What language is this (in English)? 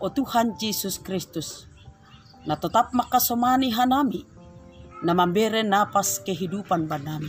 Batak Simalungun